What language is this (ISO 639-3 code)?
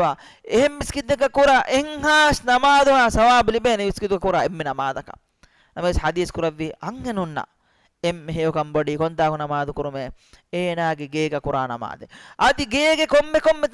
div